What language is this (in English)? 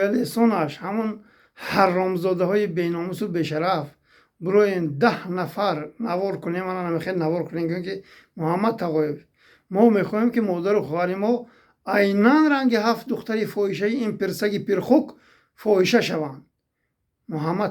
Tajik